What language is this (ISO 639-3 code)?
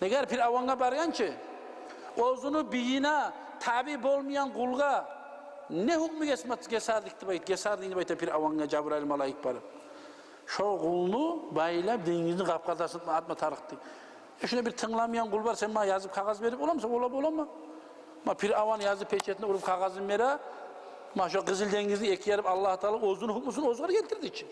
kum